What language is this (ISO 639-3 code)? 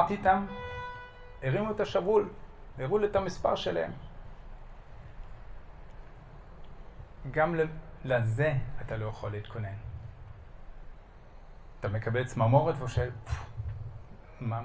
heb